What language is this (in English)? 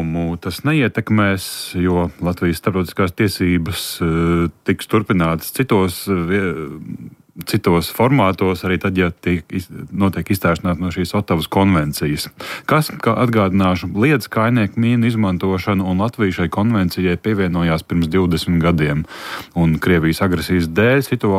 Latvian